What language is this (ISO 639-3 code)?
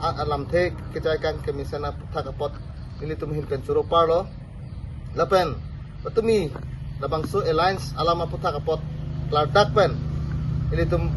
mjw